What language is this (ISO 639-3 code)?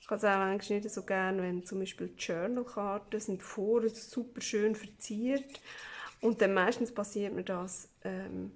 gsw